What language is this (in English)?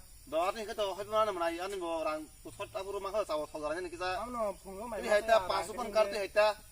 Kok Borok